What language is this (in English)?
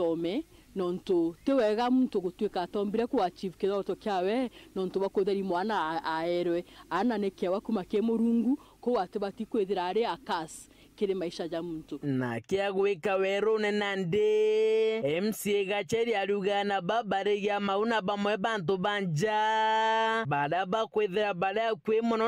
Meru